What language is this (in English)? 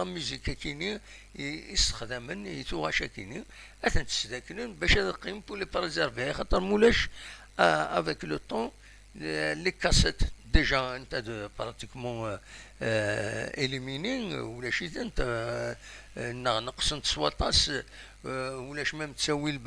Kabyle